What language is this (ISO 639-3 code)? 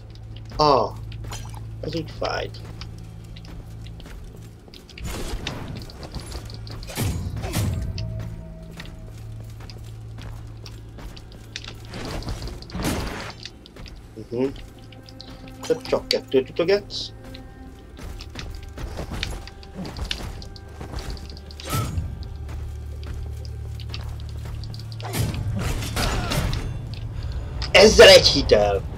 hun